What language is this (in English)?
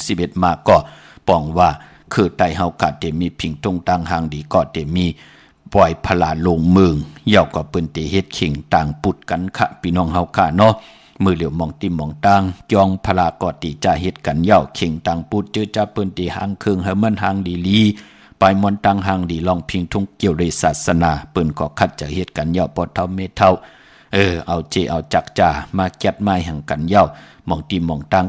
Shan